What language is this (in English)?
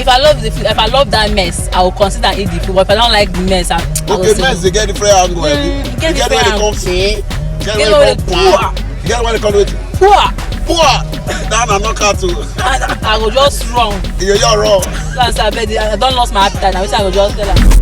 Nigerian Pidgin